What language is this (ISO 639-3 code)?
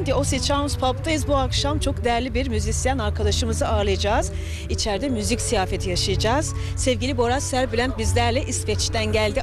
tur